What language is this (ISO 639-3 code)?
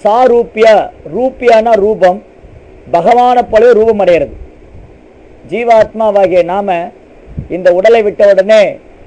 tam